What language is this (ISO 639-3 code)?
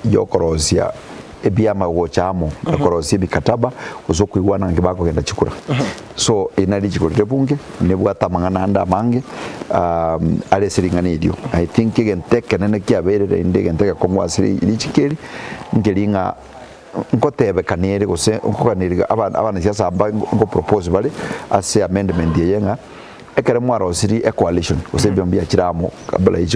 guz